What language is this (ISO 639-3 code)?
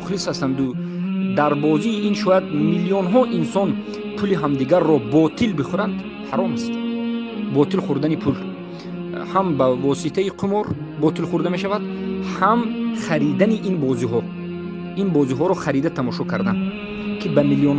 tgk